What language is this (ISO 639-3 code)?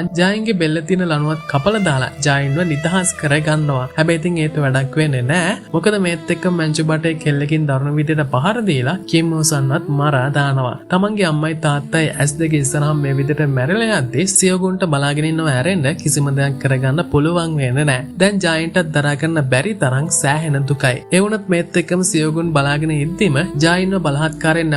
sin